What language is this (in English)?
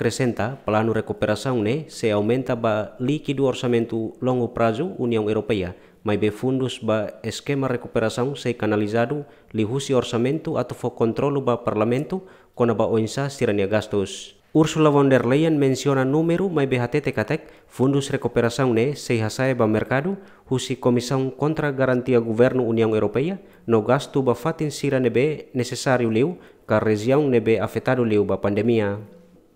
Tetum